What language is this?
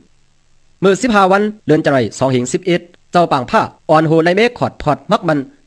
Shan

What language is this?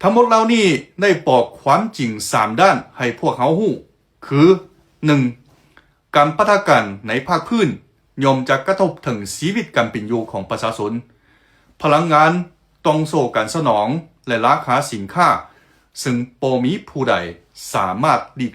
Lao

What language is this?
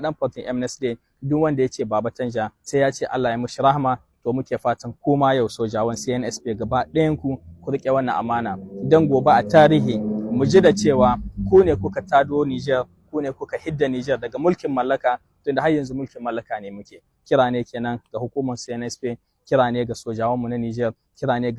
Hausa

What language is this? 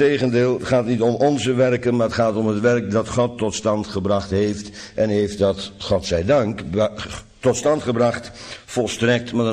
Dutch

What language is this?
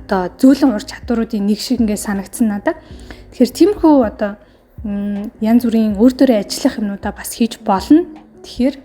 Mongolian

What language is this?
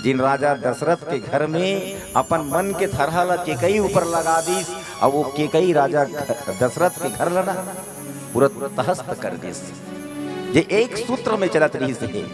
Chhattisgarhi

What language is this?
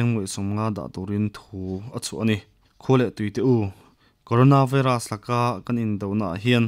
Mizo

